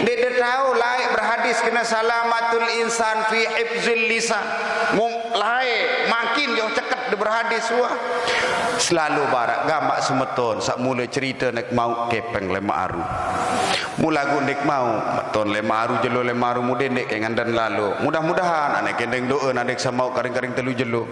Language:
Sasak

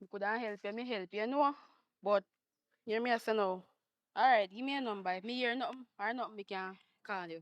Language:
Jamaican Creole English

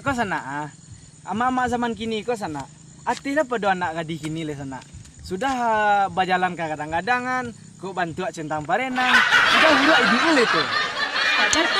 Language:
Minangkabau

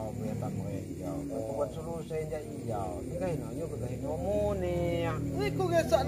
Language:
Lampung Nyo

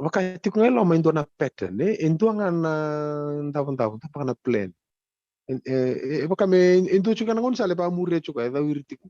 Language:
Fijian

